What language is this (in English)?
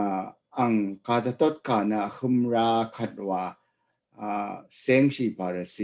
Rawang